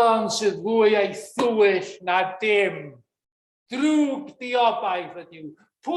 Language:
Welsh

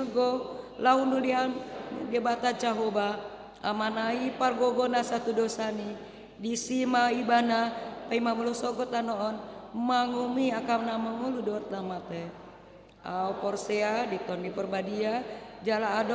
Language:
Batak Toba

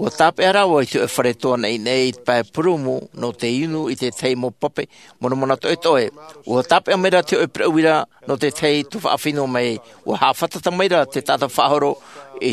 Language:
Tahitian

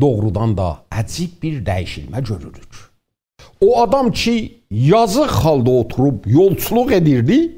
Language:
South Azerbaijani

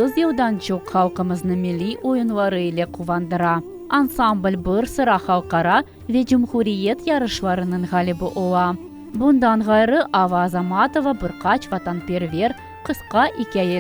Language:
Crimean Tatar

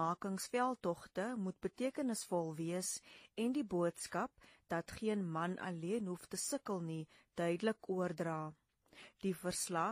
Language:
Afrikaans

